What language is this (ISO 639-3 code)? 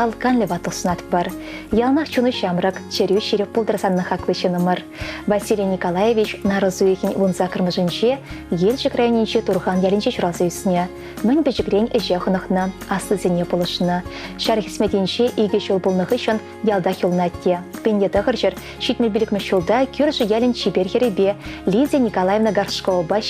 chv